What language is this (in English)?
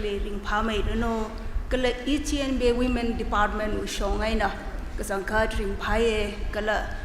Tangkhul Naga (India)